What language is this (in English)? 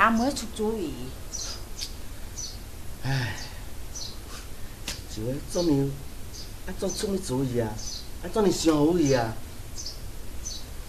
Min Nan Chinese